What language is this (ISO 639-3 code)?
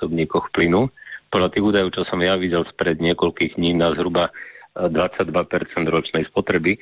slk